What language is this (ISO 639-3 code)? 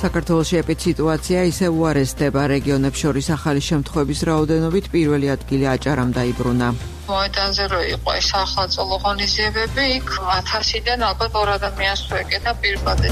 kat